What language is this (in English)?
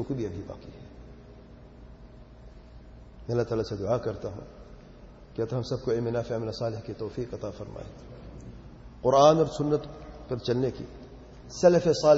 Urdu